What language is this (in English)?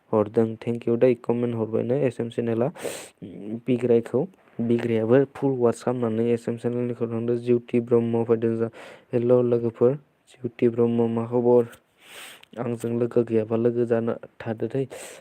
Bodo